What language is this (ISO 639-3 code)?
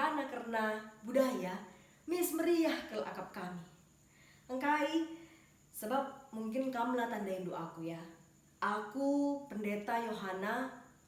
btx